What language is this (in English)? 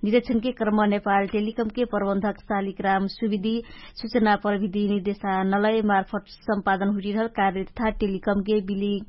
Dangaura Tharu